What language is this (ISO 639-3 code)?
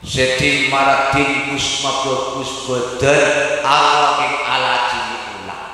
mad